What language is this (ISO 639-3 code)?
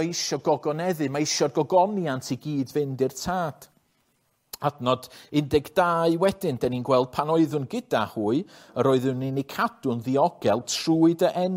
cym